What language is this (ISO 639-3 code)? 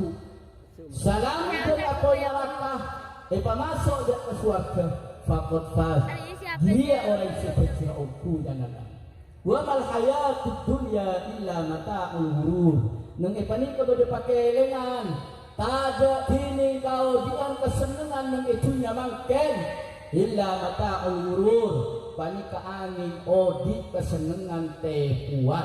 mad